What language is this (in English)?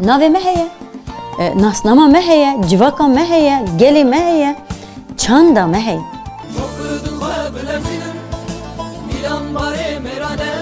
Kurdish